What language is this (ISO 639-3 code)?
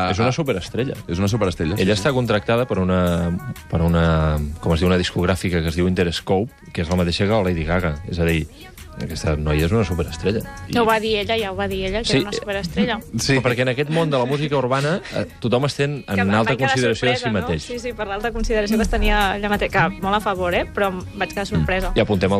cat